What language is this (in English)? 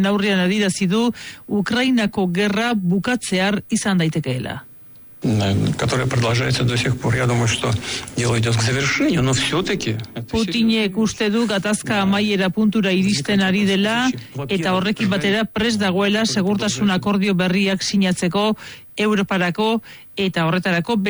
Basque